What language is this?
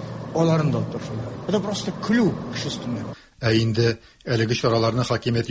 Tatar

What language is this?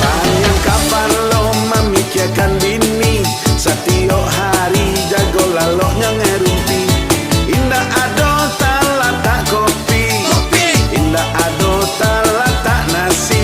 Minangkabau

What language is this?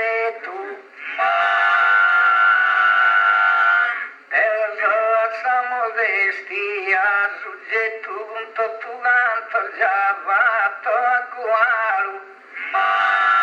Italian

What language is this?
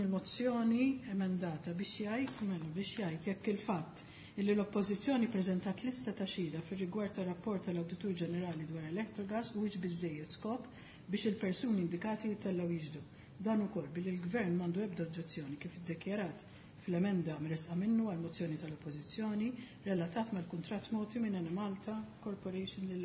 Maltese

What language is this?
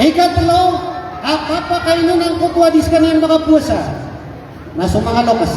Maranao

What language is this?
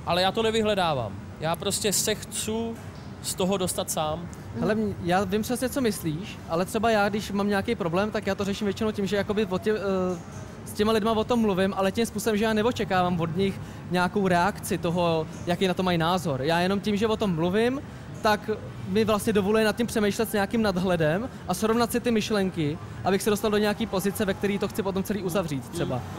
Czech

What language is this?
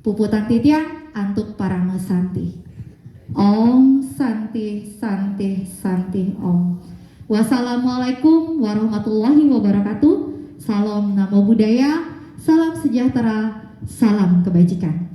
Balinese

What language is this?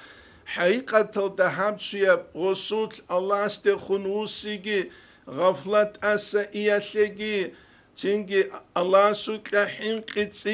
Avaric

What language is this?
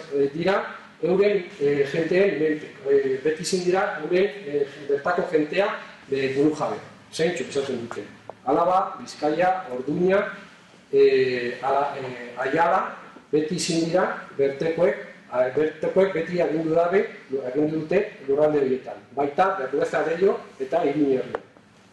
Basque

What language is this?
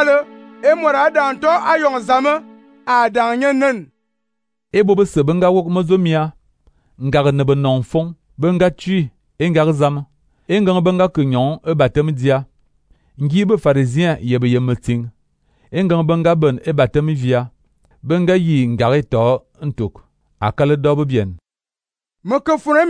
Fang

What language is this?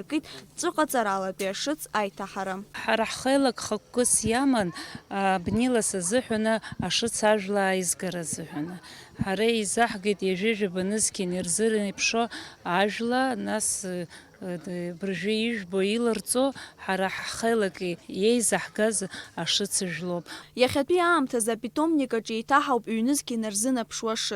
Abkhazian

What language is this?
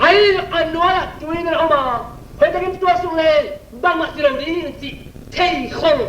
Tedim Chin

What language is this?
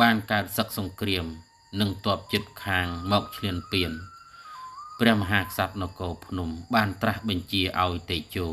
Khmer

